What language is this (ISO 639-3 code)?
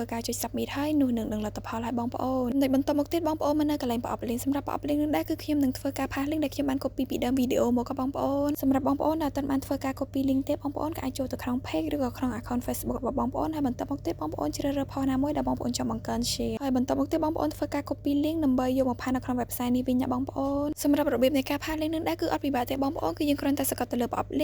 khm